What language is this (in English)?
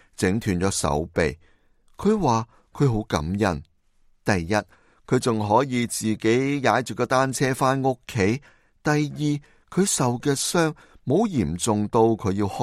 Cantonese